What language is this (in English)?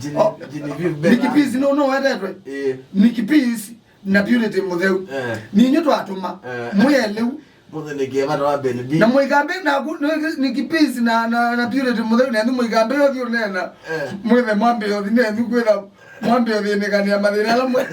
Kamba